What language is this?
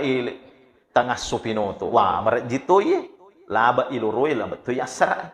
Buginese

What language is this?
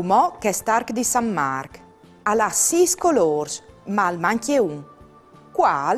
Friulian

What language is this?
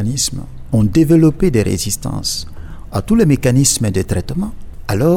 French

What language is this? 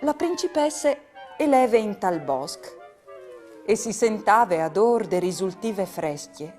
Friulian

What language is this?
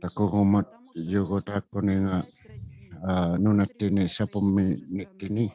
Inuktitut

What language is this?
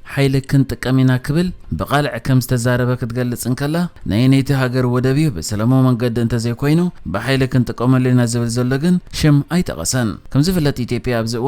Tigrinya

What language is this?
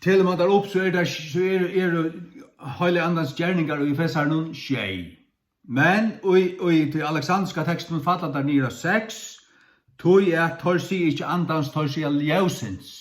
Faroese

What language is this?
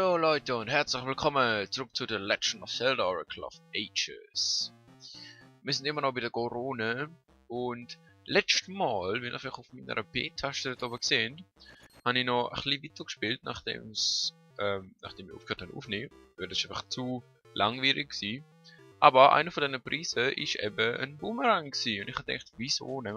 Swiss German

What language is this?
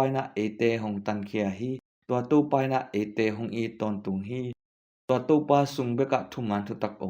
Tedim Chin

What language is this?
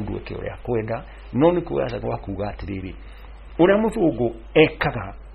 Kikuyu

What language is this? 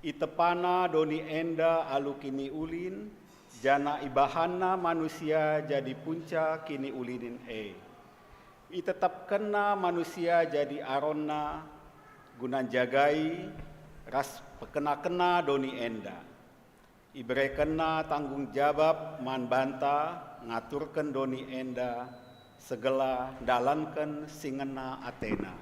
Batak Karo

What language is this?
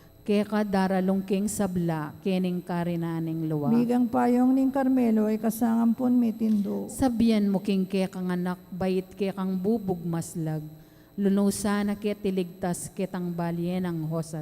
Pampanga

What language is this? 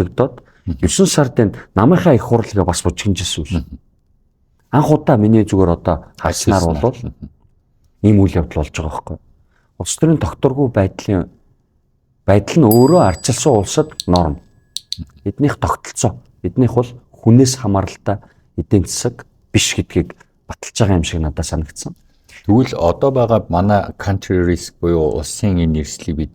Mongolian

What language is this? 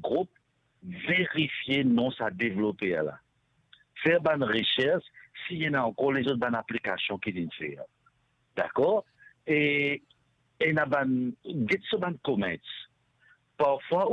Morisyen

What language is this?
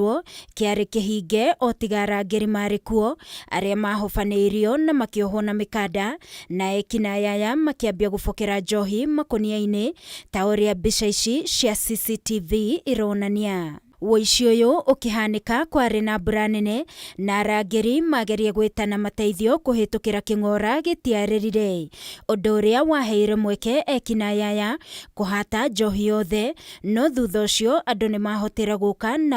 Kikuyu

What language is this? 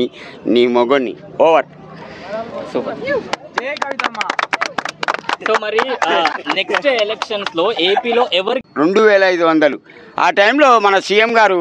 Telugu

